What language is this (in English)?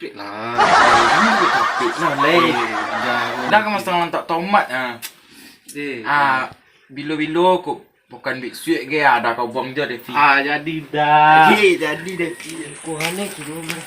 Minangkabau